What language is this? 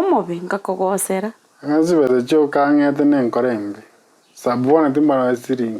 Gusii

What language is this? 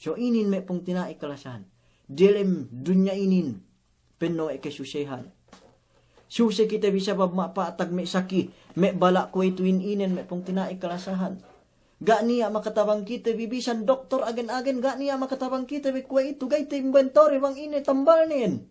Yakan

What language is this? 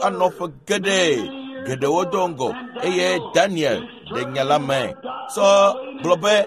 Ewe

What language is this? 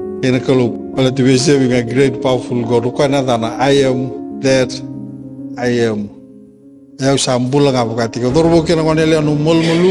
Fijian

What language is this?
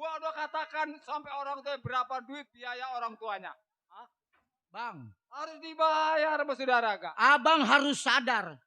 Betawi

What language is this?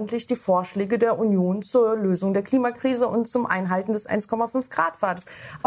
German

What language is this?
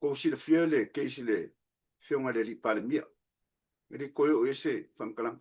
Samoan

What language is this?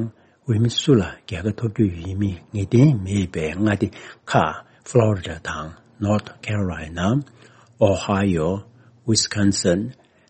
Tibetan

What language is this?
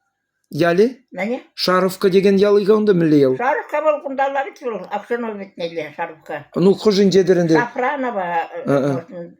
Chuvash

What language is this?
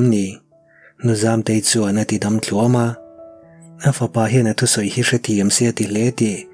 Mizo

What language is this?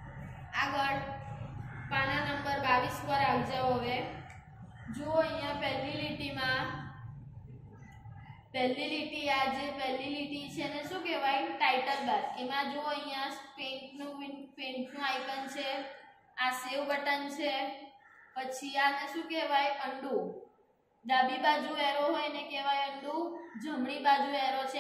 Gujarati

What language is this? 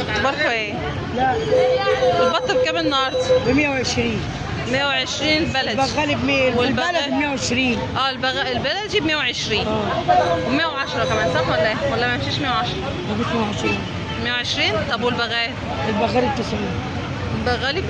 Egyptian Arabic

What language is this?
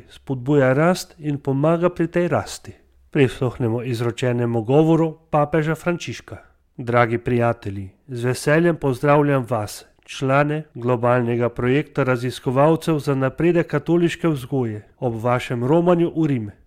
Slovenian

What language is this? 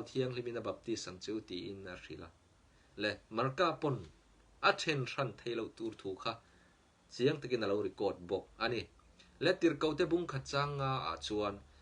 Mizo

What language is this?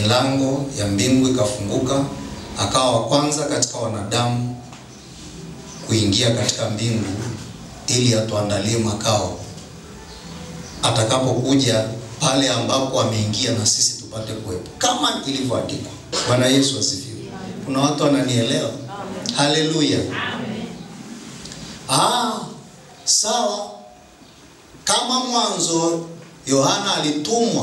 Swahili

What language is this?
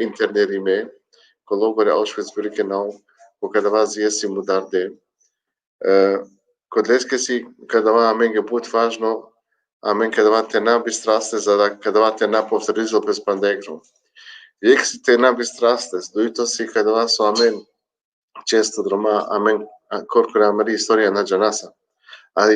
Balkan Romani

